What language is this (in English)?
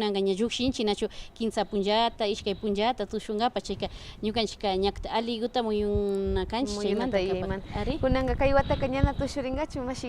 Imbabura Highland Quichua